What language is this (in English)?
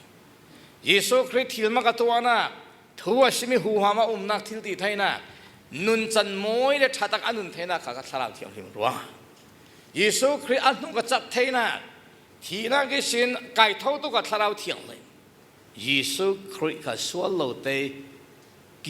Falam Chin